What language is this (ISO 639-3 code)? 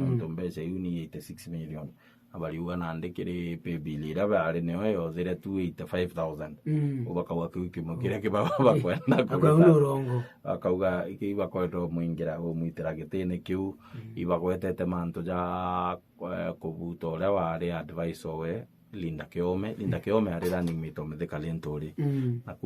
mer